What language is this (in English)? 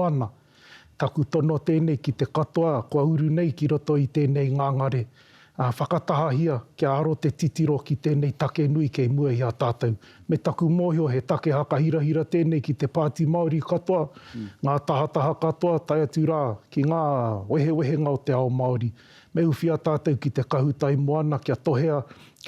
Māori